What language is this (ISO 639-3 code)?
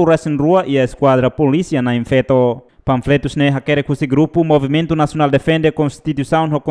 tet